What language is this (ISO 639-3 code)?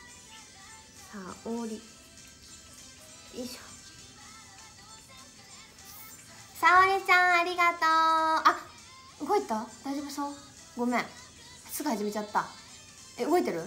jpn